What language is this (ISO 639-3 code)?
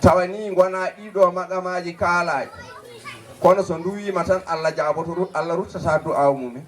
ful